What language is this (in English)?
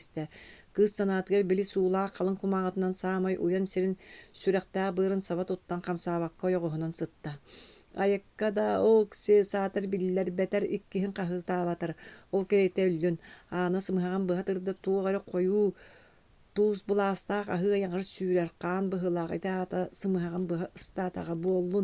Yakut